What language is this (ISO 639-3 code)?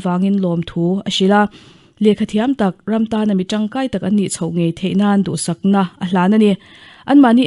lus